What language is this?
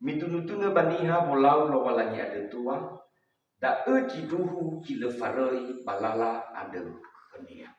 Nias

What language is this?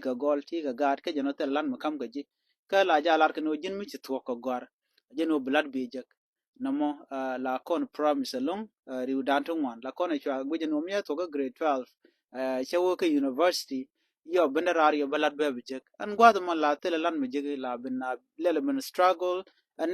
Nuer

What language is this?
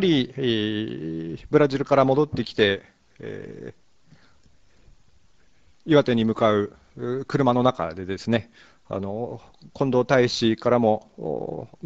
Japanese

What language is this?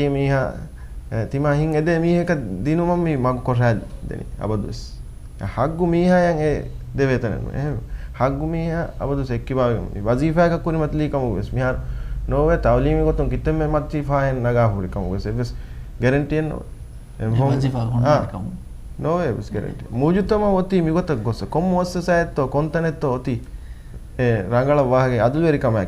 Divehi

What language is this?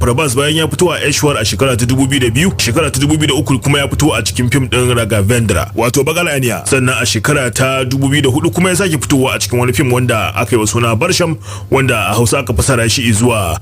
Hausa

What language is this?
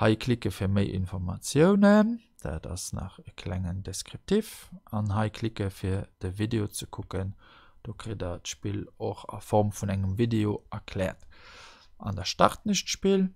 Luxembourgish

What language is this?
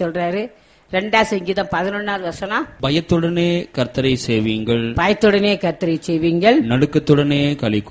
Tamil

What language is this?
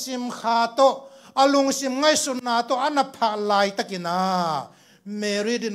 Tedim Chin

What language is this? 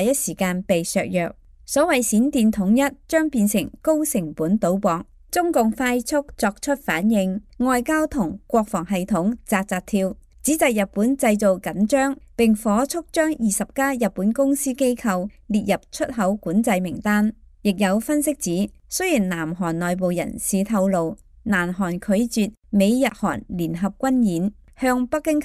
Cantonese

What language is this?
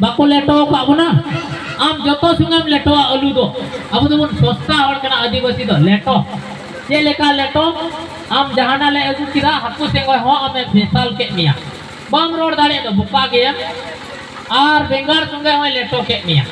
Santali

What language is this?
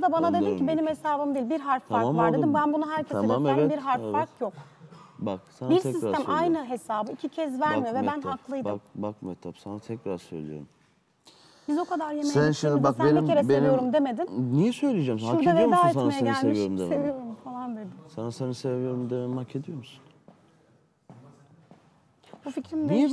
Turkish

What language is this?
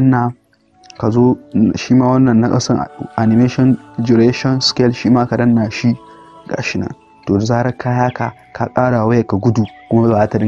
Hausa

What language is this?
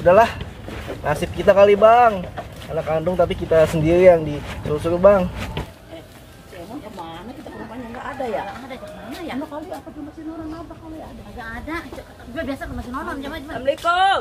Betawi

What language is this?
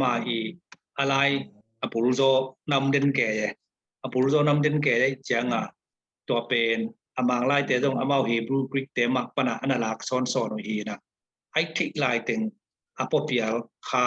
Tedim Chin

